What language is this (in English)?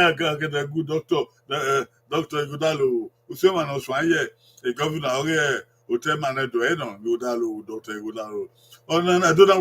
Bini